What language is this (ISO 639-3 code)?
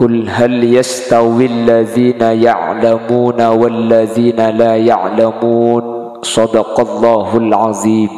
mad